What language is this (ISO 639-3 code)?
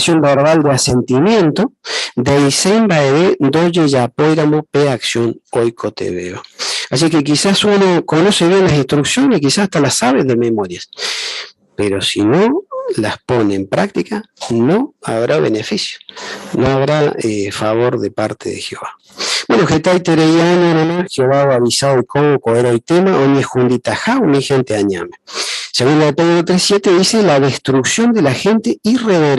grn